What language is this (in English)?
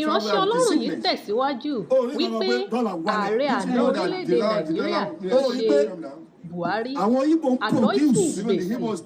Yoruba